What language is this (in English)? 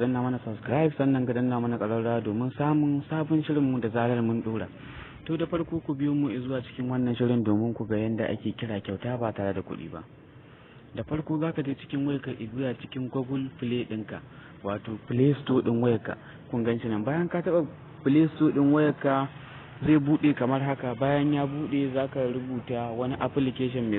Hausa